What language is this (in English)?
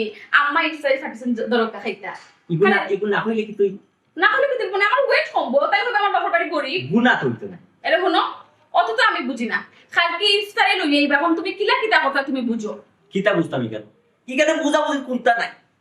Sylheti